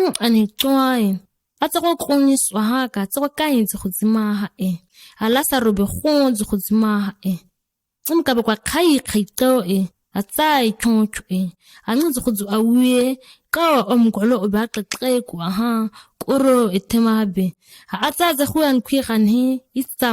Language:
ǁGana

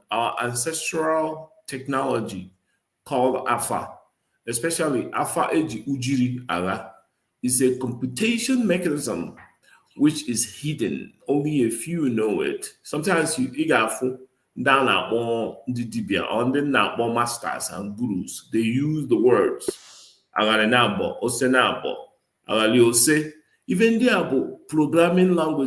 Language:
Igbo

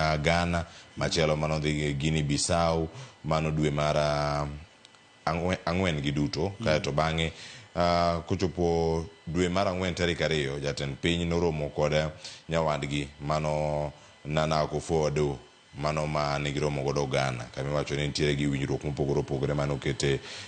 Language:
Luo (Kenya and Tanzania)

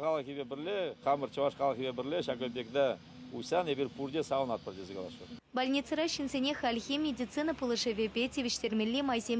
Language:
Chuvash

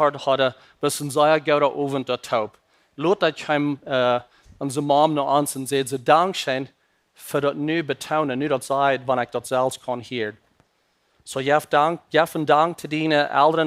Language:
Plautdietsch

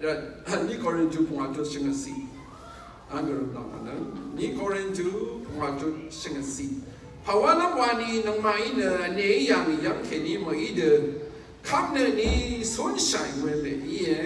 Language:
Rawang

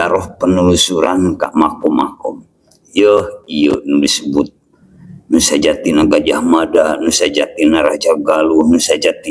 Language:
Sundanese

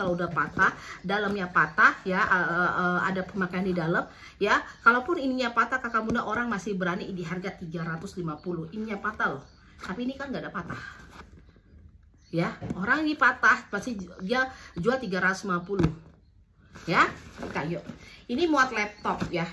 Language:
Indonesian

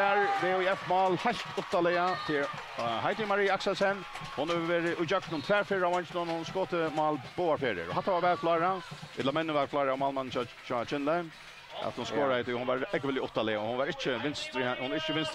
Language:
Faroese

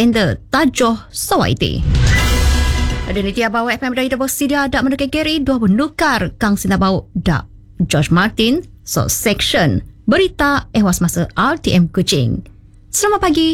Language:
Malay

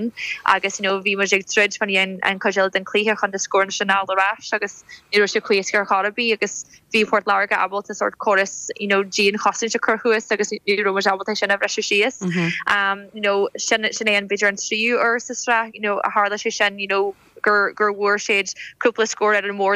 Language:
Irish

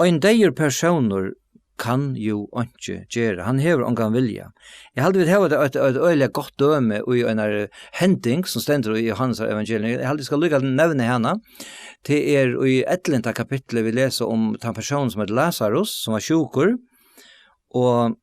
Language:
Faroese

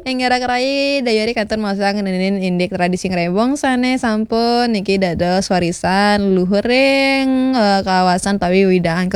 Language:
Balinese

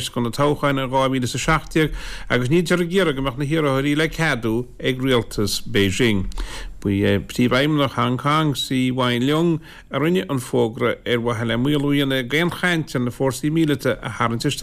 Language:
Irish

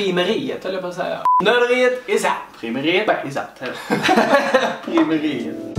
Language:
Swedish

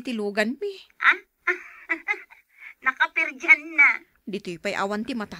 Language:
Iloko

